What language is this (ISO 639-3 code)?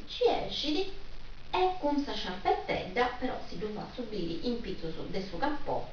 srd